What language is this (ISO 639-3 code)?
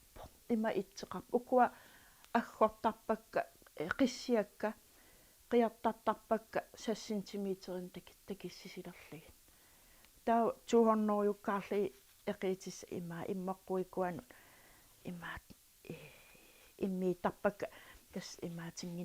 kal